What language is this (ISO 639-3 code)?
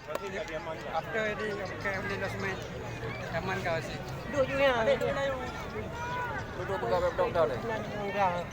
ace